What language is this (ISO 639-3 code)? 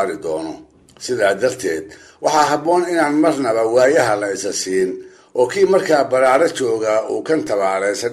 som